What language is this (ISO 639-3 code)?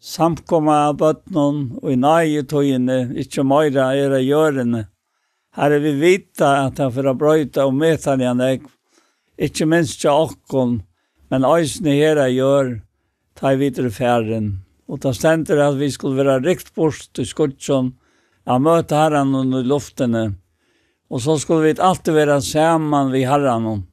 fao